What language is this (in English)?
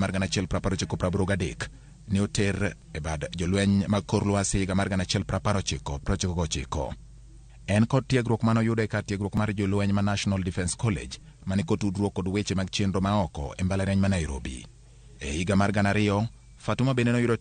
Luo (Kenya and Tanzania)